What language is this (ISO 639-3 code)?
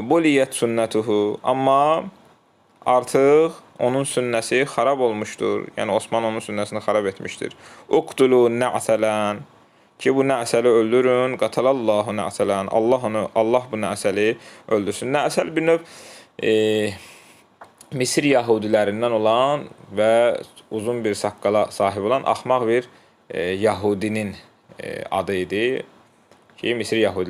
aze